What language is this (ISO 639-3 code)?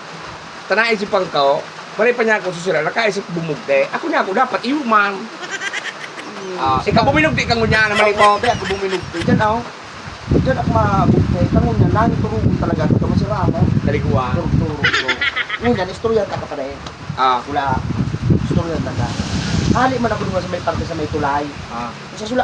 bik